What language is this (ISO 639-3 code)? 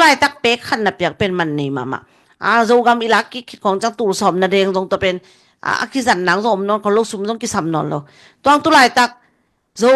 ctd